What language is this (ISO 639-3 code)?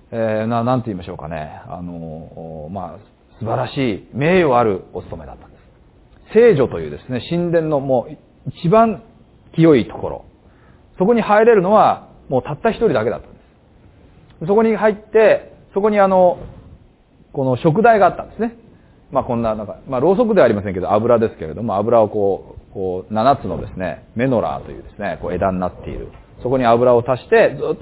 jpn